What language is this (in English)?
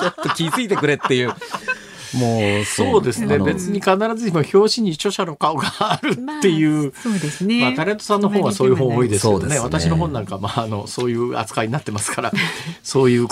Japanese